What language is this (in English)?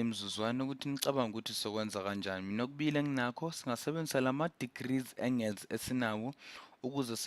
Zulu